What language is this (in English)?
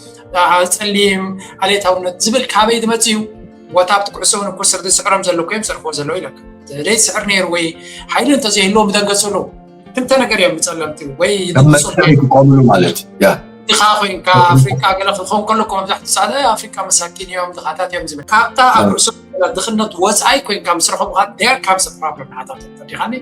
Tigrinya